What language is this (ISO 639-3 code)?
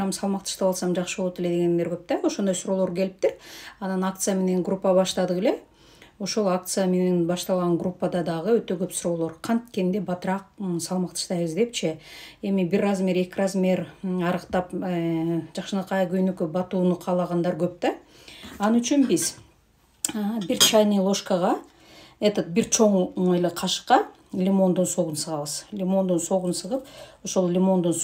kir